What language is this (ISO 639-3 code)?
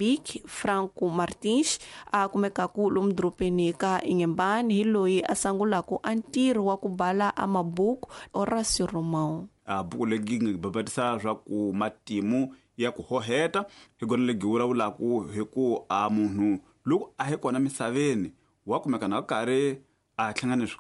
tso